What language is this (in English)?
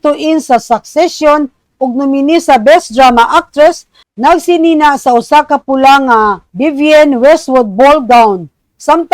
Cebuano